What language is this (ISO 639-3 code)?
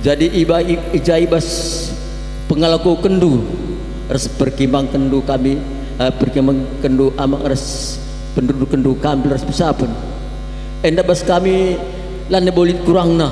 btx